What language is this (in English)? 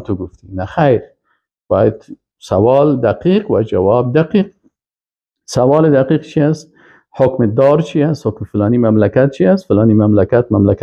Persian